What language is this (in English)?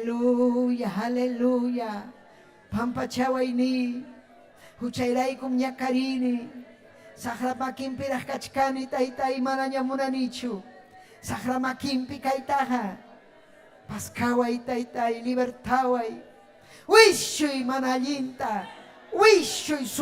Ayacucho Quechua